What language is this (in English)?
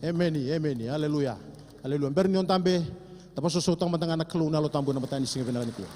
Fijian